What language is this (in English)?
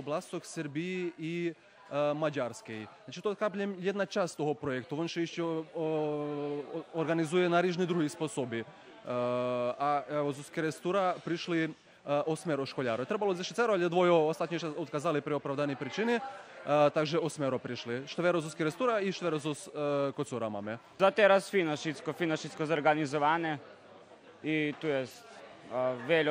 Rusyn